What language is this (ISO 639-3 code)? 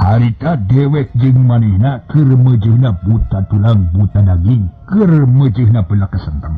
sun